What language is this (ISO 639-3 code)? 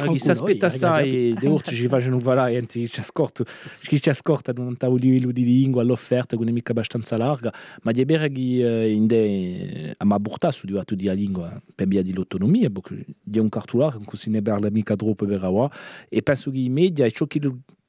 cos